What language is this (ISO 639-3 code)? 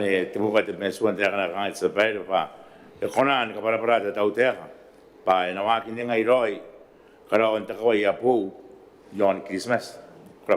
gil